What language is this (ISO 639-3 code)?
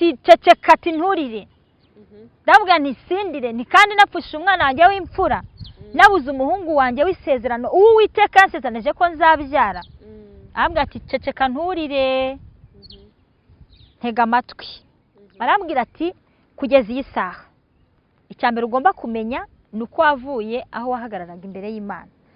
kin